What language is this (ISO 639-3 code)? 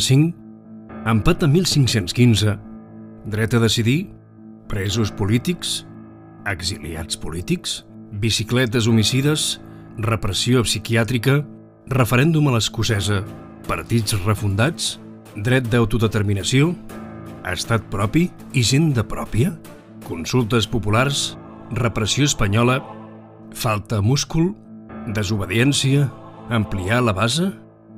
cat